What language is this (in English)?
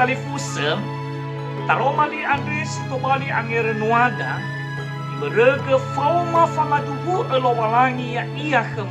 Nias